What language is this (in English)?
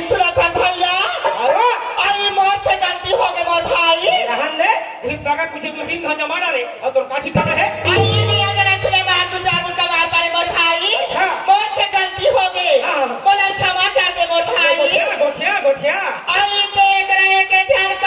Chhattisgarhi